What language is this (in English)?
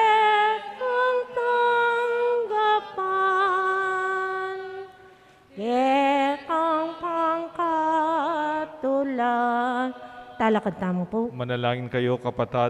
Pampanga